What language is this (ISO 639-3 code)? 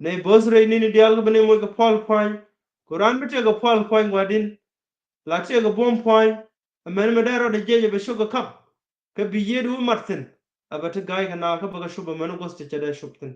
nus